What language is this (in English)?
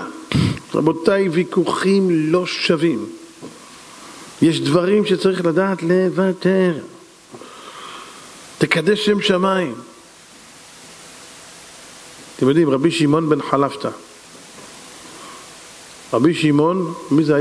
Hebrew